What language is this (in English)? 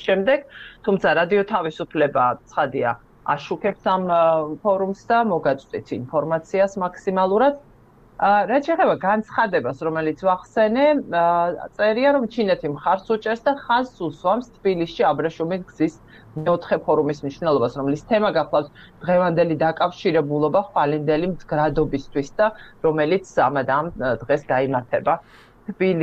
Georgian